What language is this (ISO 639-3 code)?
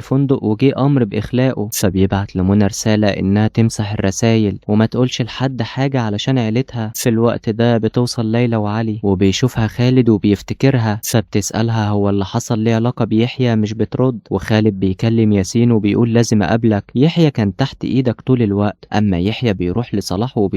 arz